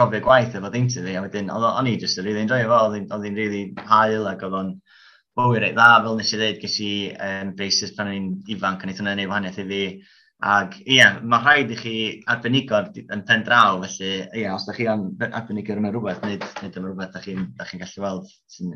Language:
Welsh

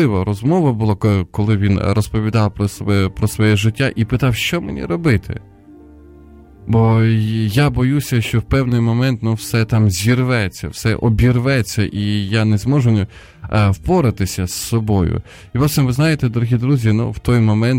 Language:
Ukrainian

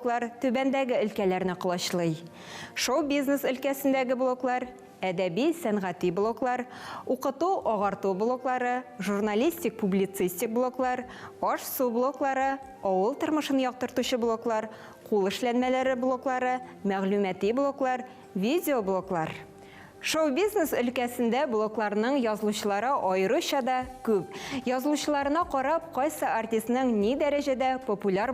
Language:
Tatar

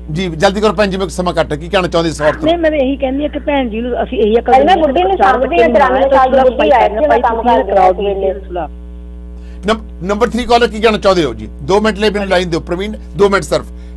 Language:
Punjabi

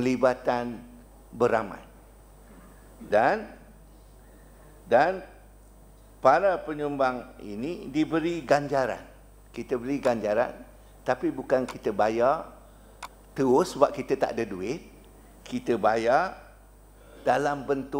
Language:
Malay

